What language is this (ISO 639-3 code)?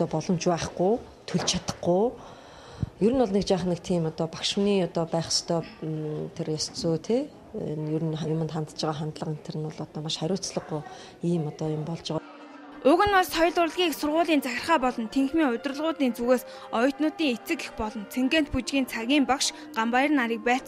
mon